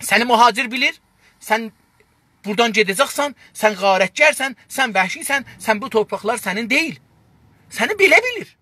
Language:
South Azerbaijani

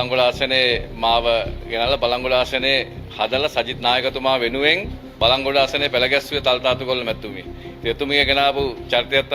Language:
Sinhala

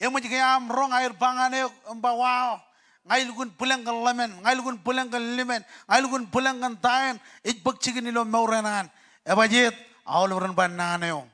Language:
Marshallese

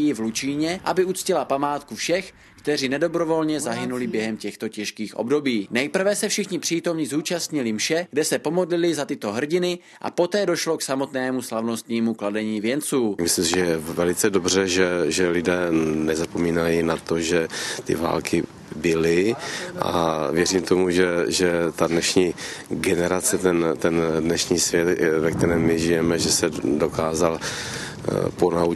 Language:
Czech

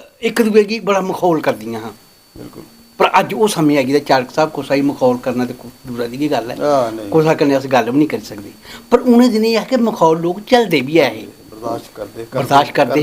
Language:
Dogri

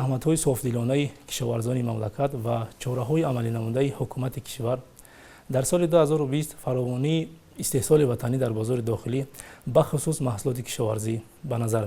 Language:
Tajik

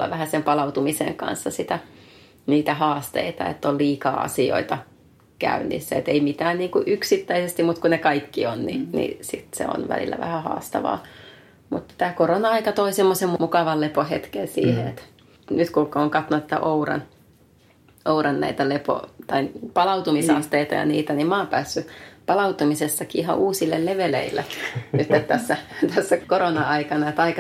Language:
Finnish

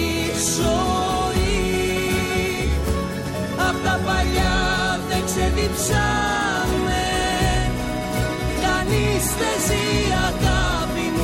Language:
Greek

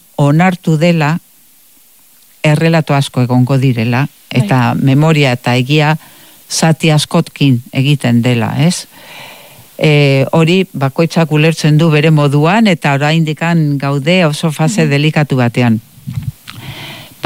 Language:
Basque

